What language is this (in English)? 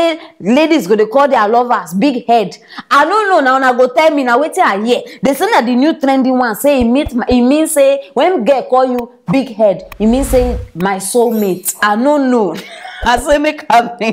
Nigerian Pidgin